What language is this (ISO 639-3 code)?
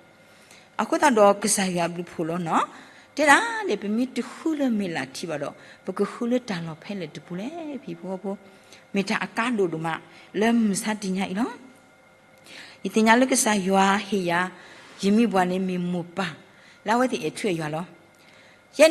ksw